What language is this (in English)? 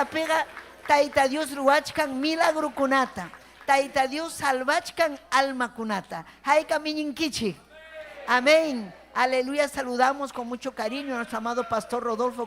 Ayacucho Quechua